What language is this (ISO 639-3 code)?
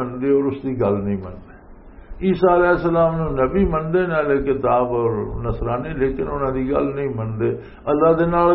lah